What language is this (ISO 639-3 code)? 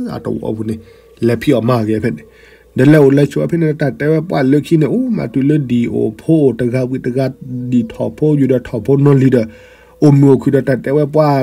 ksw